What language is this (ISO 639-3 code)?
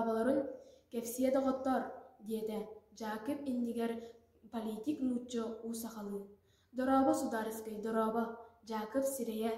sah